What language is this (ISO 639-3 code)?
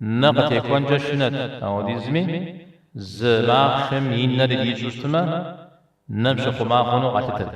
kbd